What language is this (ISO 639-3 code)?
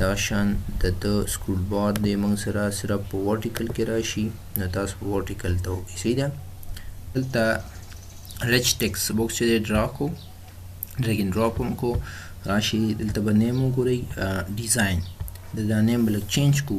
pus